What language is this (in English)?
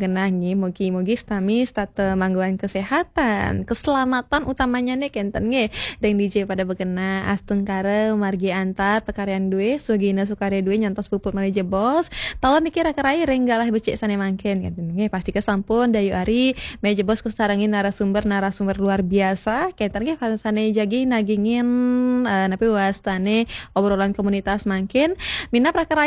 Balinese